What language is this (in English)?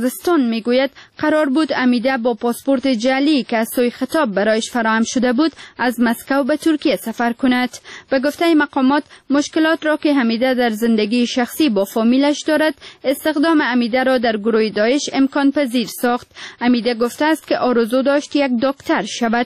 Persian